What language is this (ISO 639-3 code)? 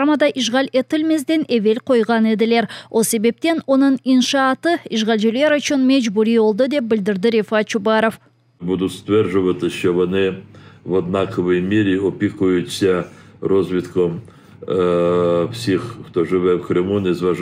crh